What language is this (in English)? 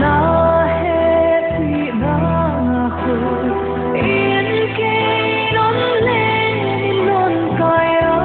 Paite Chin